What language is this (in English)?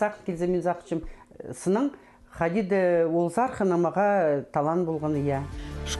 Khakas